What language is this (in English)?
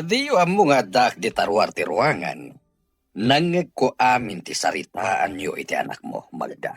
Iloko